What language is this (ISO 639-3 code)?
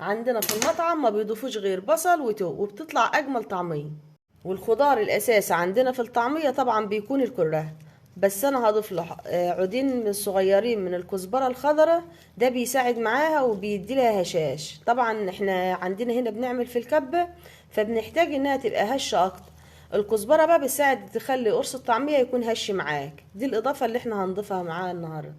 arz